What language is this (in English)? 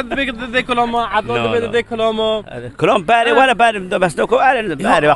Kurdish